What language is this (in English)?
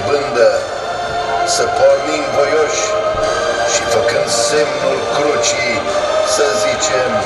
Romanian